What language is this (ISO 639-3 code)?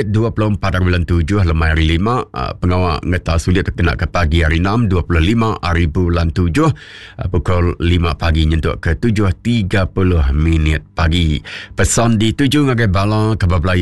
iba